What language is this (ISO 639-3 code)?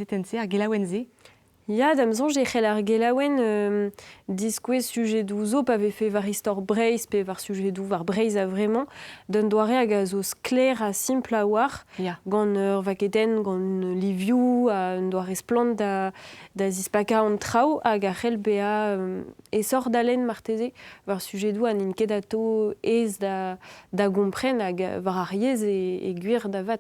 bre